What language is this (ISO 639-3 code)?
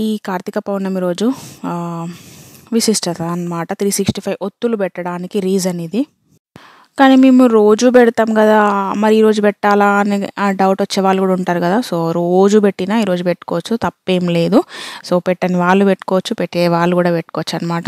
tel